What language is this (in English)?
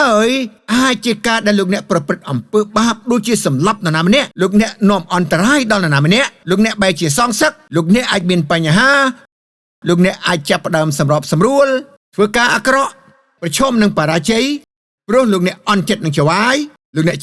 Khmer